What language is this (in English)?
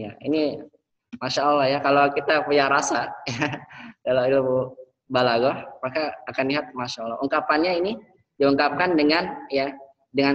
Indonesian